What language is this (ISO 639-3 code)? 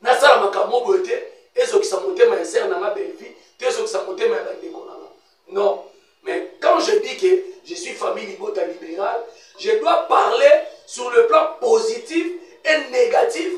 lin